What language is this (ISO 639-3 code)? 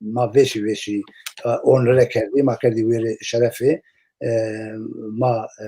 zza